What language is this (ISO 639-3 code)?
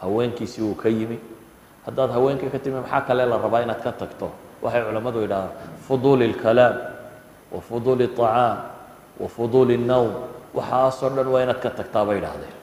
som